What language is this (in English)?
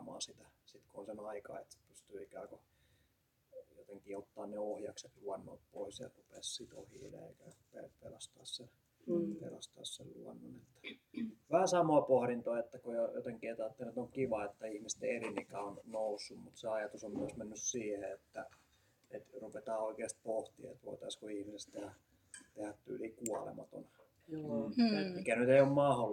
Finnish